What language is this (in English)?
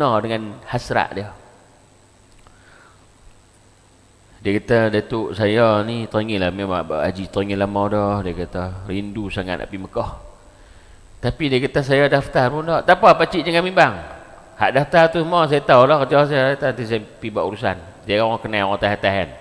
Malay